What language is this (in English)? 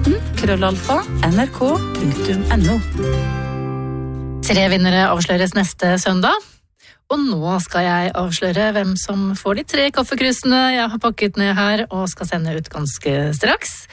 Norwegian